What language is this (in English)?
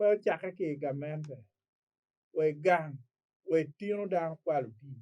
Acoli